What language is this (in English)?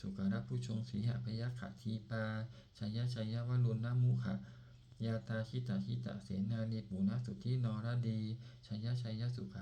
Pali